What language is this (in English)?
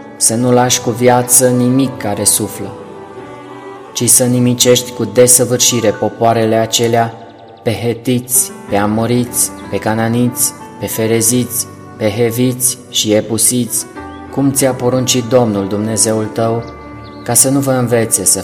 Romanian